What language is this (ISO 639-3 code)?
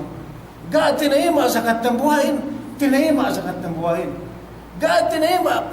yka